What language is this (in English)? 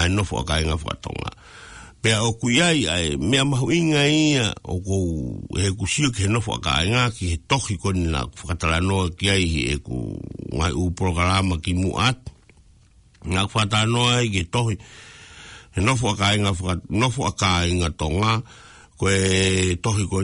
Tongan